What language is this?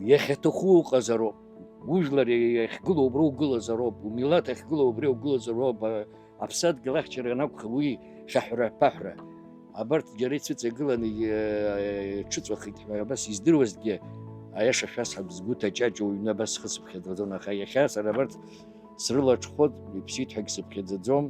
Abkhazian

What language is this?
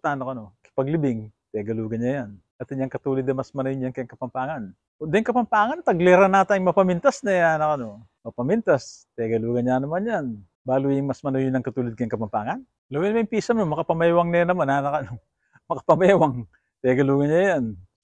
Pampanga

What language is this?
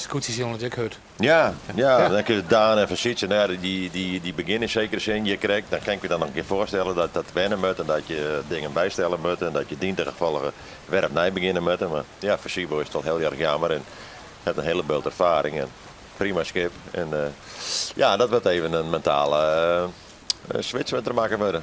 Western Frisian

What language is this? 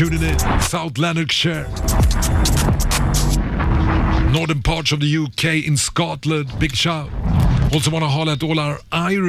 English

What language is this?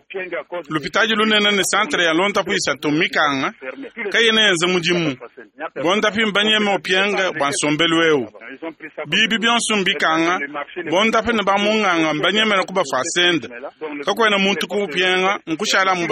Luba-Lulua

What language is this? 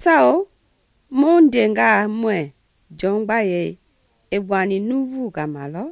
Mende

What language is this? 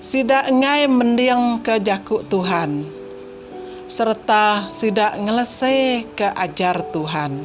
Iban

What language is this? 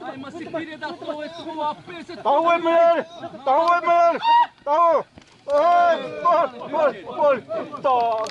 Xavánte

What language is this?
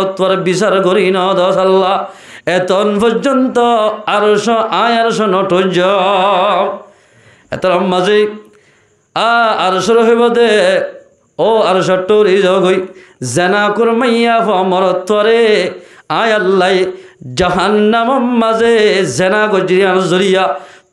Rohingya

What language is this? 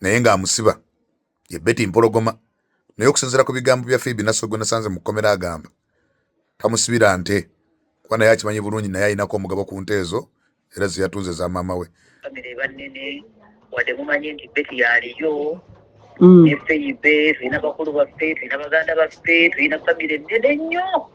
Ganda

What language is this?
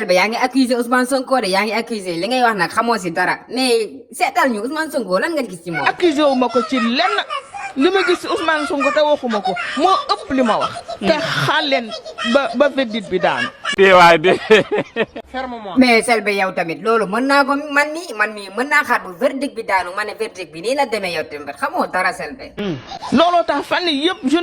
Wolof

